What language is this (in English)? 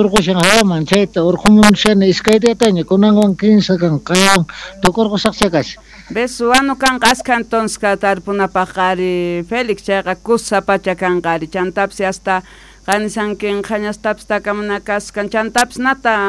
South Bolivian Quechua